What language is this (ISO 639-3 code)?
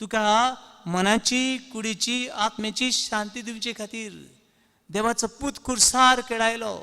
kok